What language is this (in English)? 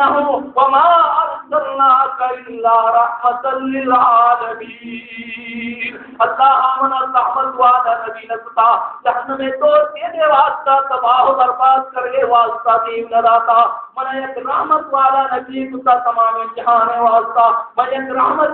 Baluchi